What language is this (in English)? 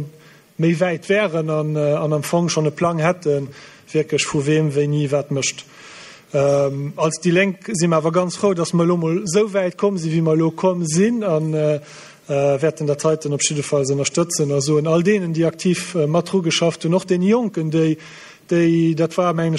Luxembourgish